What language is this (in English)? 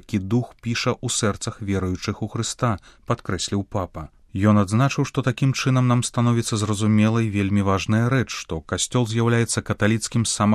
Belarusian